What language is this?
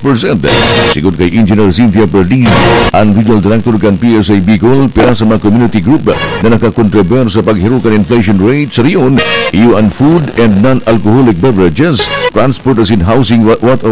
Bikol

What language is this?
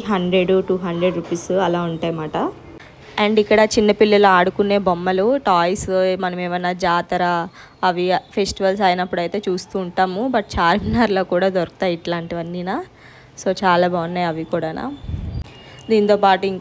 Telugu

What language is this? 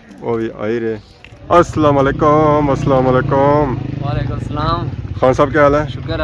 Pahari-Potwari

